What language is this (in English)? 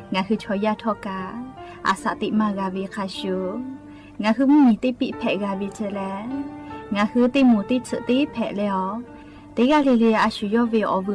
Lahu